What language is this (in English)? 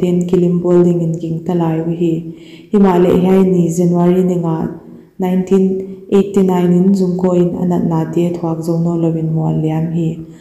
Paite Chin